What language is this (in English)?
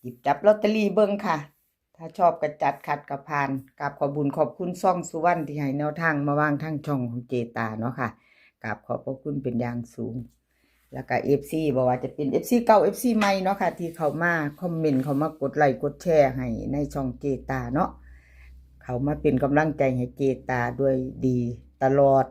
Northeastern Thai